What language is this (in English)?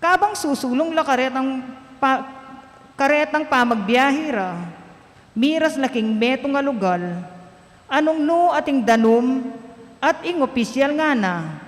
Pampanga